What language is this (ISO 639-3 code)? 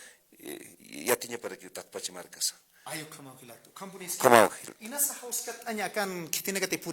aym